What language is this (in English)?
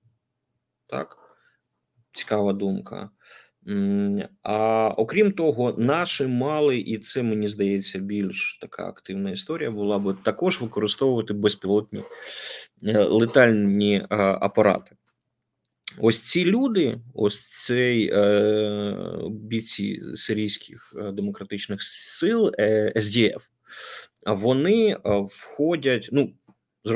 Ukrainian